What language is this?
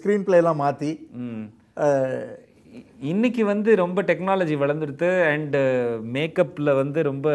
Tamil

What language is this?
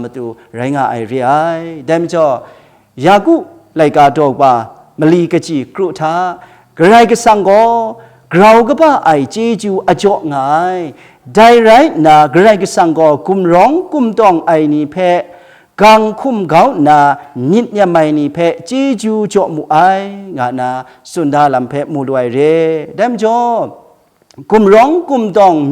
Kachin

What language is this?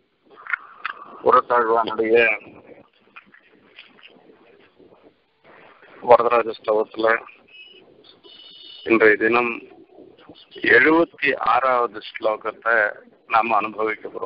Tamil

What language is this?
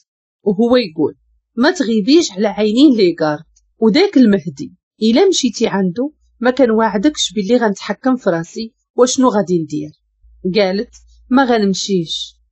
Moroccan Arabic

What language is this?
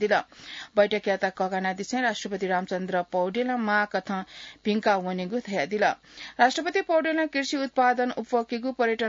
Newari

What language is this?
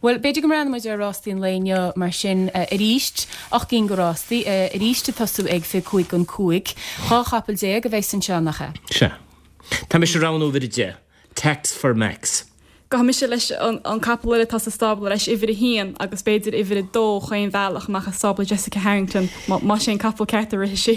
Irish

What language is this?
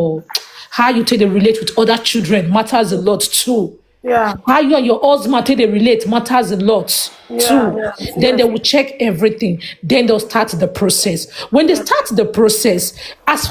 Nigerian Pidgin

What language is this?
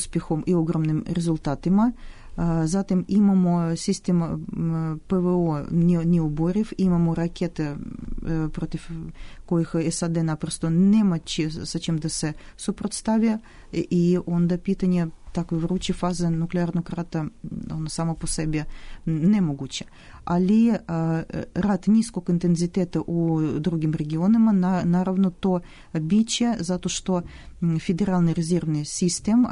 Serbian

